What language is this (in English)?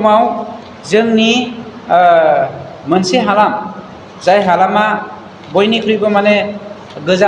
Bodo